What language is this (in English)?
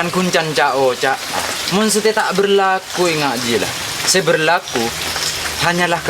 Madurese